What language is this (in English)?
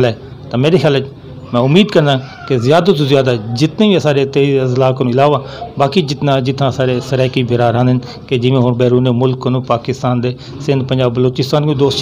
Saraiki